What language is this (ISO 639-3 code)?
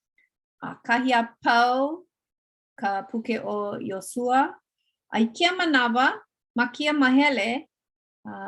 haw